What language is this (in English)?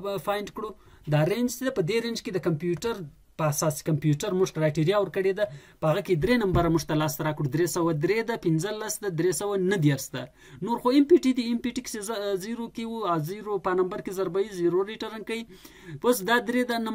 Pashto